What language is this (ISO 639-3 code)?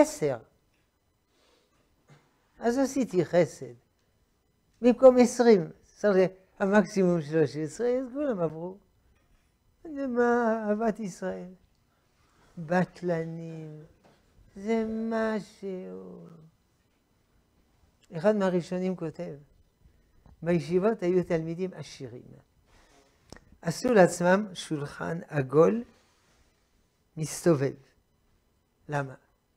heb